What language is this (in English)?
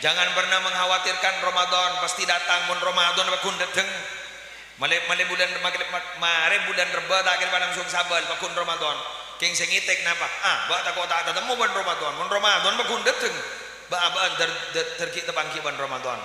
Madurese